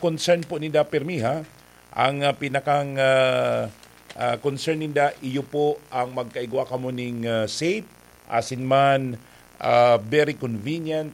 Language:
Bikol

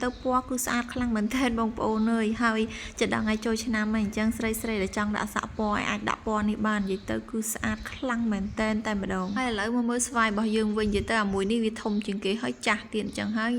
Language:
Khmer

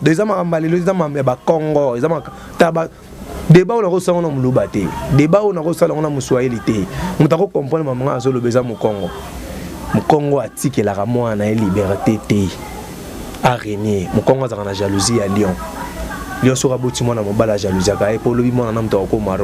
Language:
Lingala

